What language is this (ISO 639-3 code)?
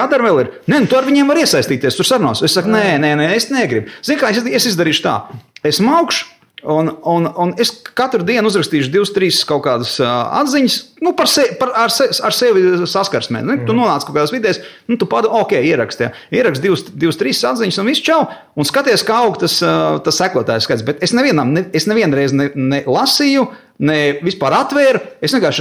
lav